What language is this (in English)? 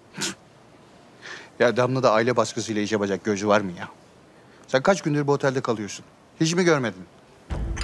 Turkish